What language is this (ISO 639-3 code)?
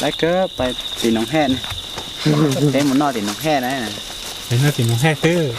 hmn